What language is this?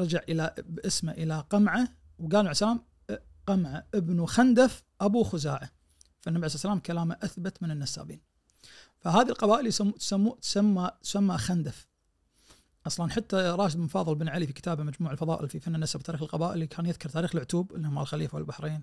Najdi Arabic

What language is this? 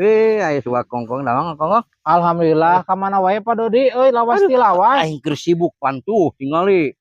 Sundanese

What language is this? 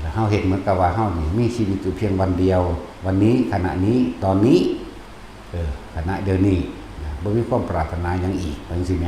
Northeastern Thai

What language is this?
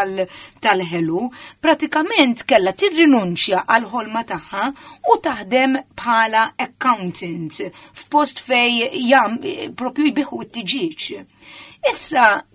Maltese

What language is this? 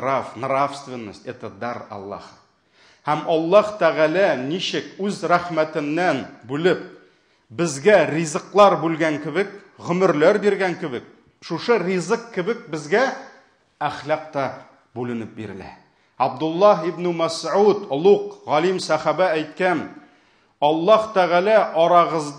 Tatar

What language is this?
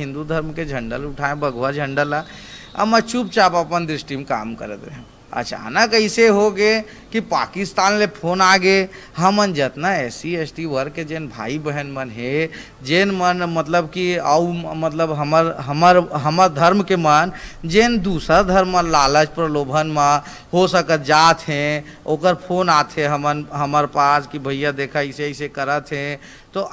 Chhattisgarhi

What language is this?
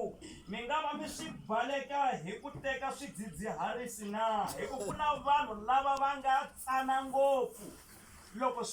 Tsonga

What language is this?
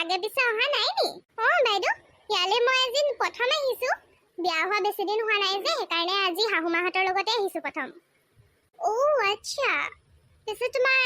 Assamese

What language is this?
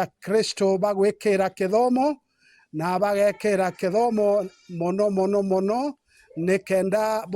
Meru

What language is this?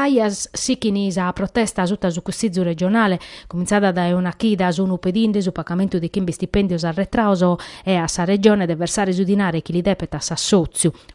Sardinian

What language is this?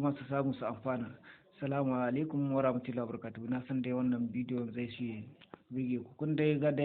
Hausa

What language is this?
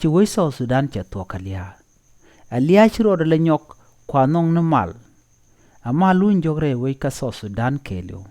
Nuer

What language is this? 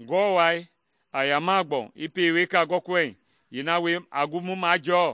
Mende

